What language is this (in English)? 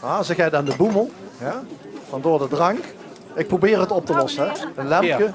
Limburgish